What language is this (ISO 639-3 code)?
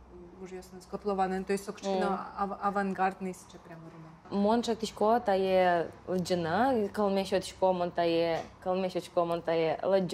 udm